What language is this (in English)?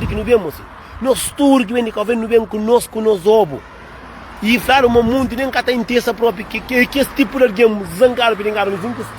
Kabuverdianu